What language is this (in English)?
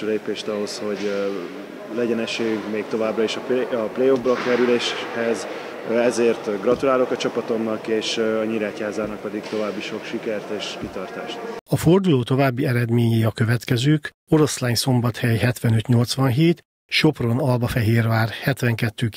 Hungarian